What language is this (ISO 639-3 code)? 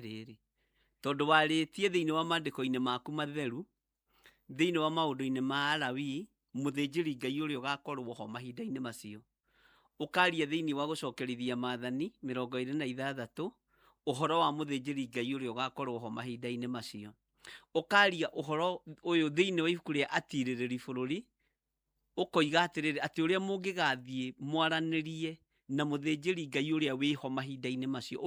kik